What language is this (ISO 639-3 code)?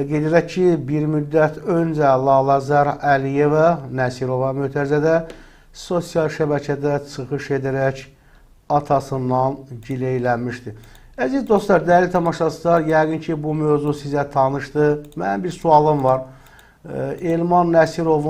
aze